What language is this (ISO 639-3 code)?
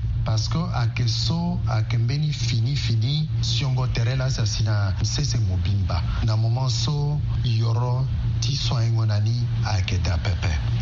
sag